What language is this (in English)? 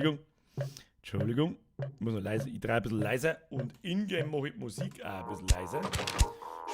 Bavarian